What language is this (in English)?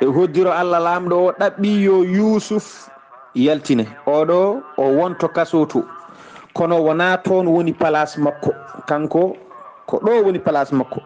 Fula